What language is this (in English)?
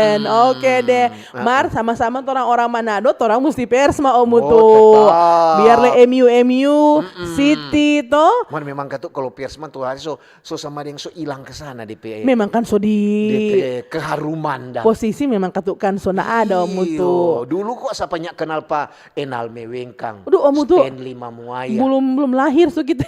Manado Malay